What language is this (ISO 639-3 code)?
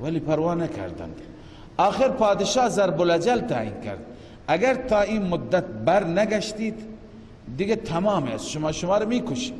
fas